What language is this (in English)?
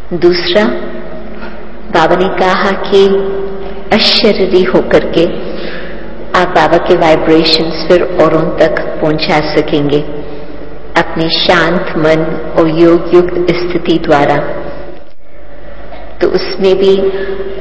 Hindi